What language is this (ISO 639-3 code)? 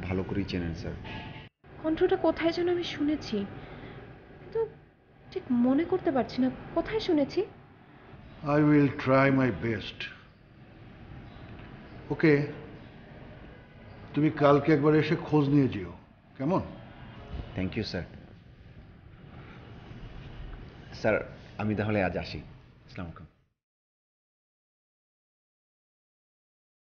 ben